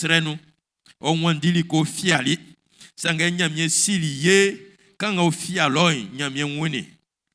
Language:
Baoulé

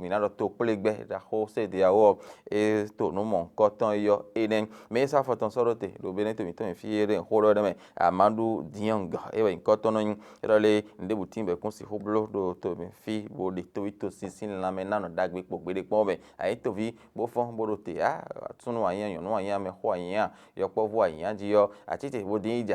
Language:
Fon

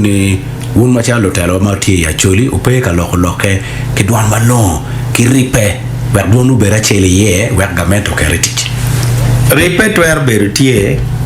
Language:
Acoli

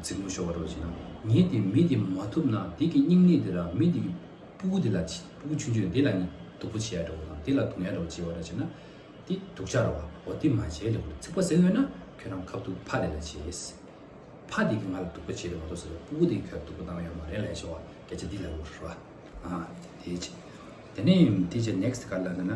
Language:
Tibetan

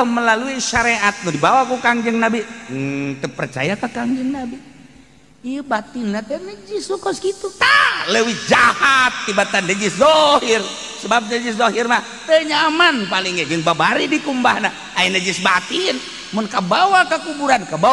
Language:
Sundanese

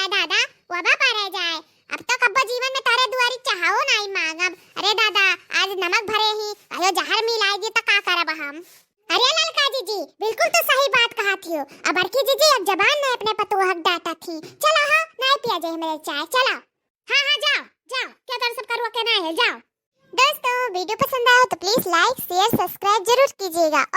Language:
Awadhi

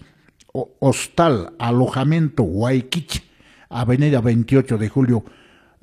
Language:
Quechua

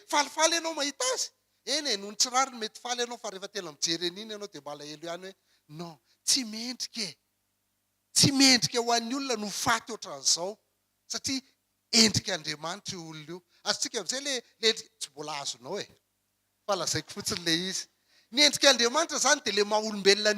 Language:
Malagasy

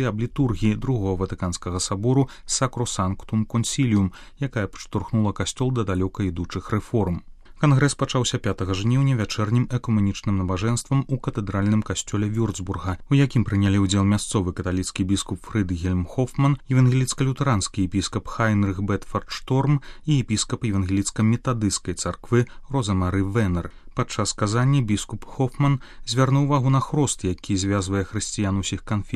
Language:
Belarusian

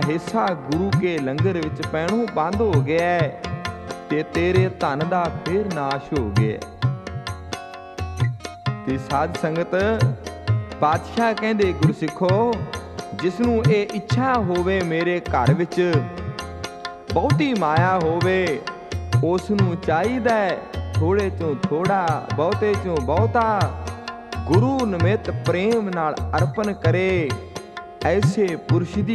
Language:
Punjabi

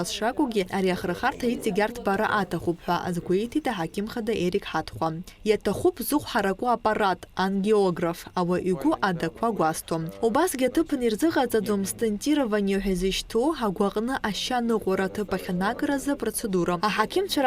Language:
Abkhazian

